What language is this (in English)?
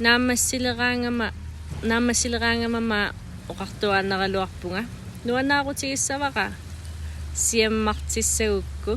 Kalaallisut